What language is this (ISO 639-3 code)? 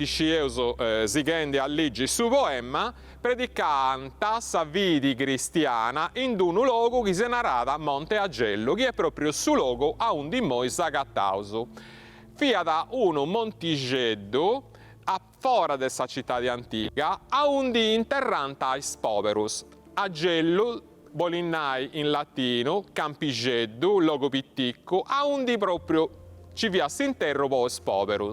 srd